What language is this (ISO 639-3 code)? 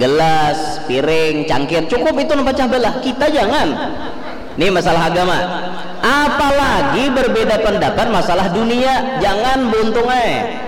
bjn